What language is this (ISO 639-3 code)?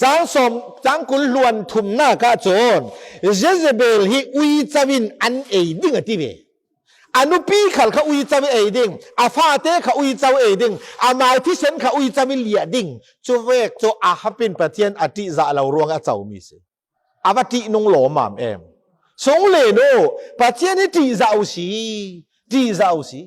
cfm